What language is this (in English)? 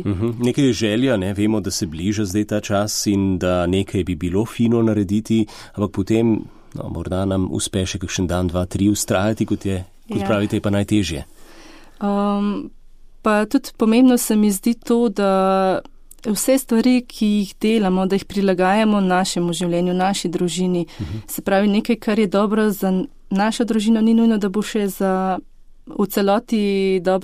Slovenian